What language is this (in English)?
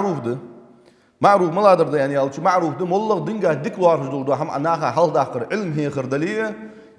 Ingush